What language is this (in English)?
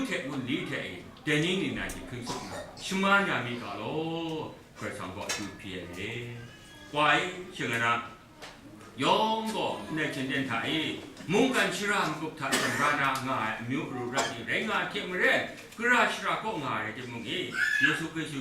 Kachin